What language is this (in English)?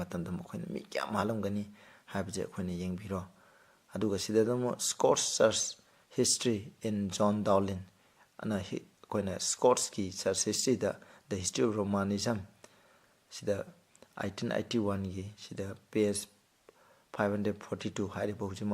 Manipuri